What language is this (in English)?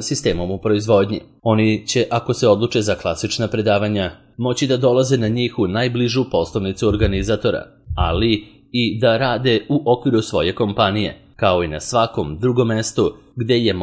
Serbian